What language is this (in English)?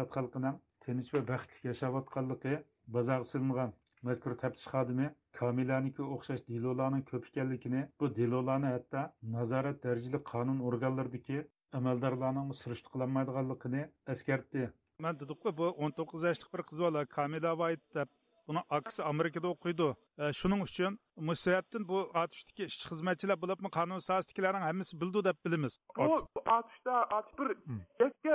Uyghur